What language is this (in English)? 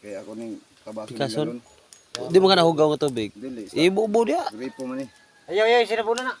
Cebuano